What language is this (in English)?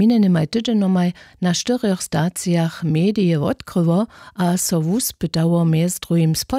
Upper Sorbian